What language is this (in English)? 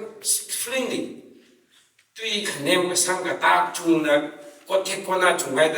Tangkhul Naga (India)